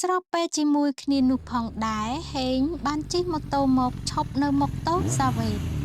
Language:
Khmer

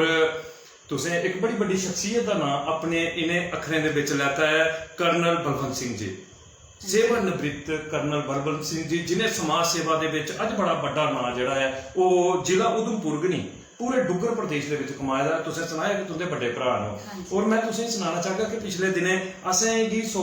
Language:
Dogri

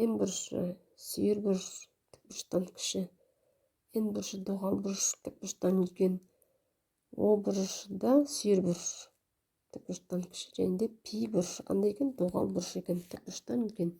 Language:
Kazakh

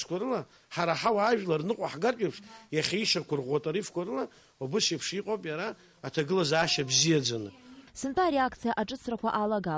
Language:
Abkhazian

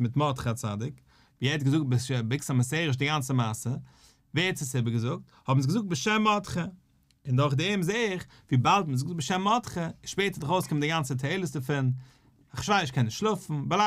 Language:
Yiddish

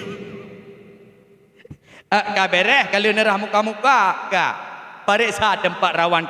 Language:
Achinese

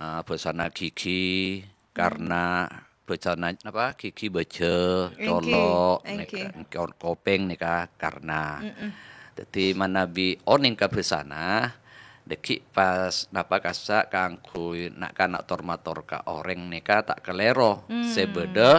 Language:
Madurese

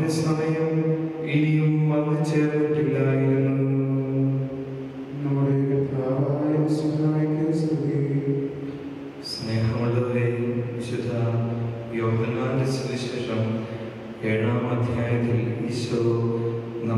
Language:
Malayalam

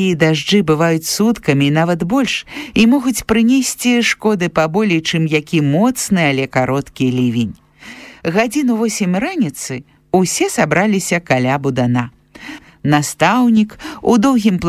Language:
Belarusian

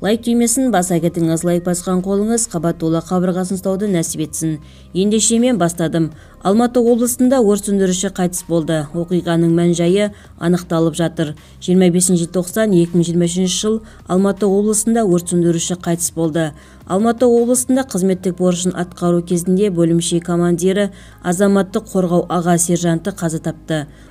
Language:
Kazakh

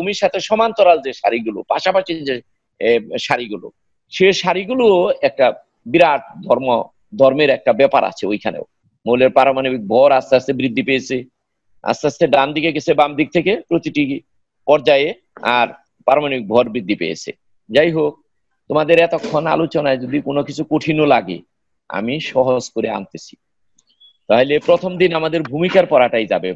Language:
Bangla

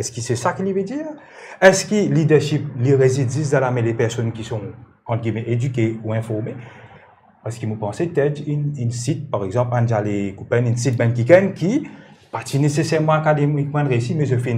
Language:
Morisyen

